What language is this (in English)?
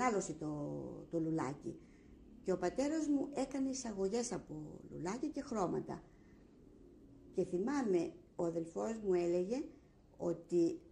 Greek